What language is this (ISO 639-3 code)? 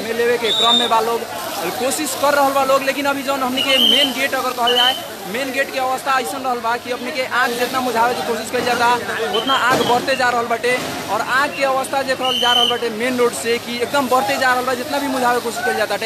bho